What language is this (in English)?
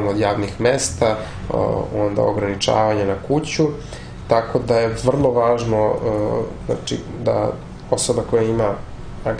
Serbian